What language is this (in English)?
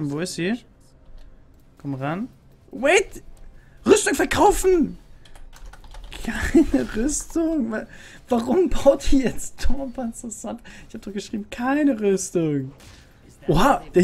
German